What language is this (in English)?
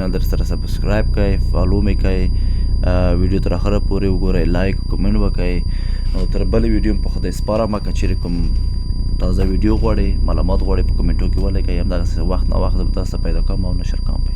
Pashto